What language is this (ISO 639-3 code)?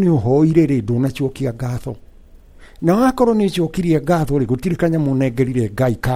kik